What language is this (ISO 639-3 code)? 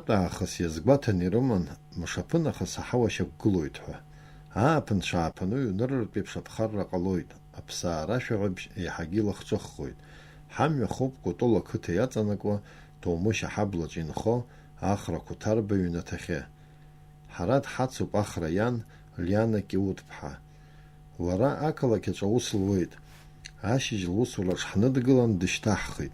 abk